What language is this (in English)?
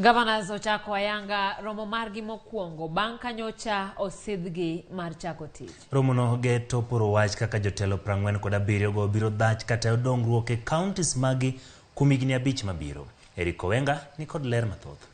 Luo (Kenya and Tanzania)